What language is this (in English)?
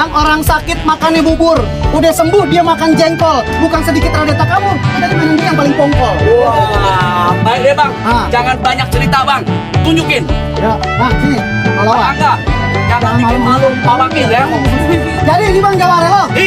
Betawi